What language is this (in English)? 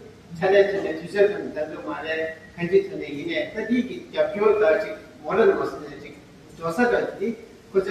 Tibetan